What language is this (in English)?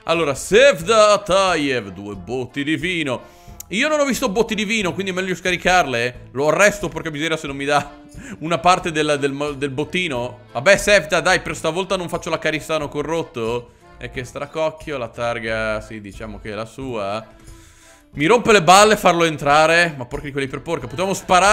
Italian